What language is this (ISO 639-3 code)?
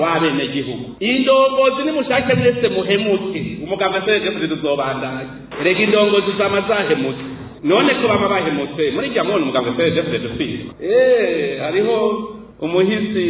run